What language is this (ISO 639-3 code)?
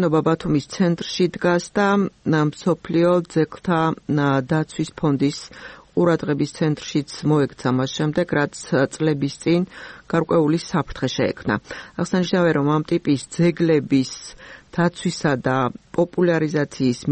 kat